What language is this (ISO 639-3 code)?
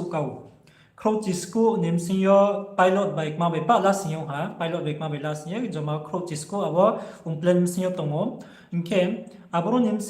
ria